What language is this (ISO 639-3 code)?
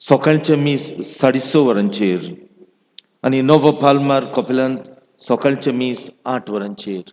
kok